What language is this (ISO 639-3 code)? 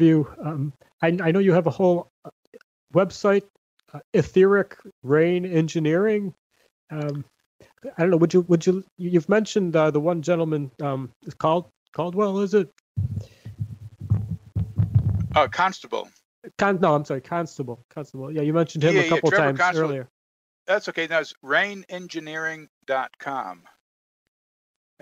eng